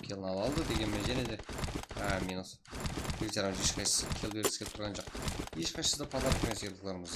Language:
Kara-Kalpak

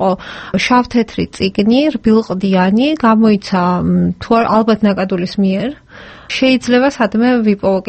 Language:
Georgian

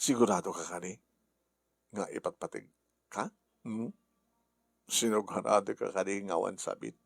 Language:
Iloko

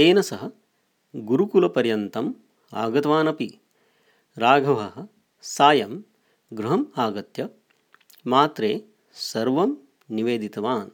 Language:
Sanskrit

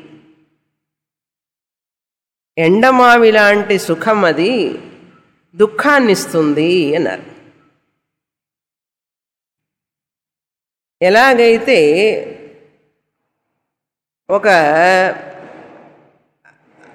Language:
Telugu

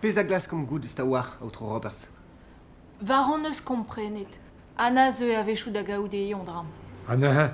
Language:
Breton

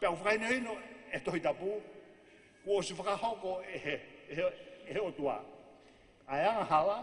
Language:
Tongan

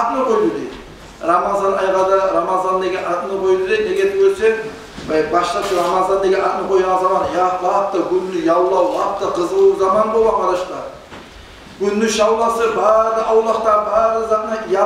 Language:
Kumyk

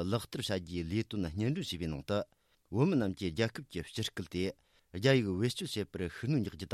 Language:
Tibetan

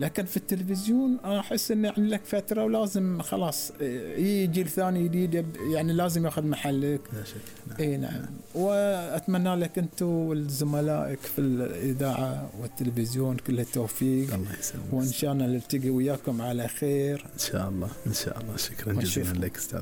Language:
Gulf Arabic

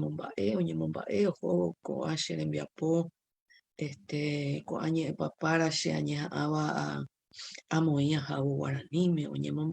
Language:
Guarani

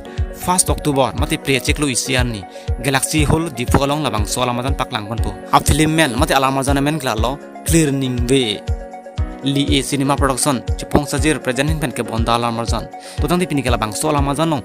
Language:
Karbi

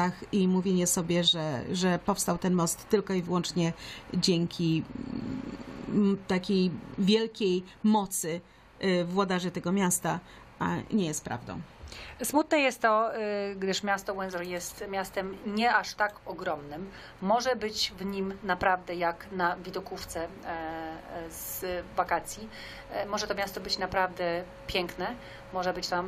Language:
Polish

